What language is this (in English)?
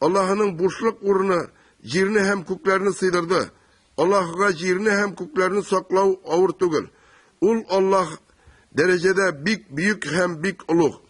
Tatar